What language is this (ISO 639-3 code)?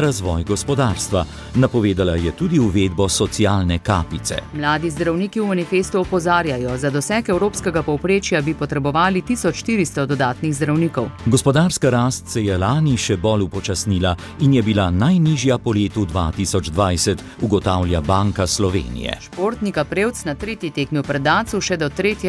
slv